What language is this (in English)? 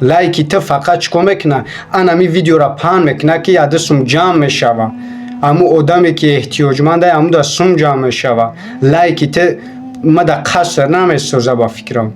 Tajik